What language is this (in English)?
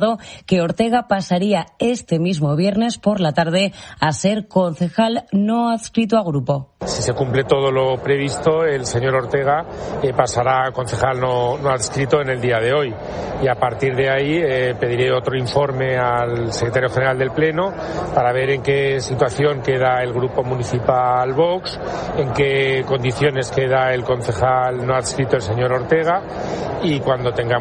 Spanish